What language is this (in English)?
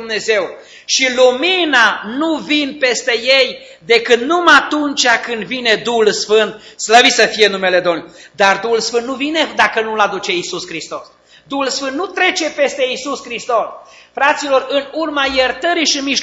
Romanian